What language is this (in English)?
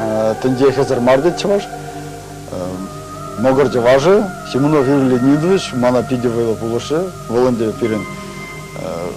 Chuvash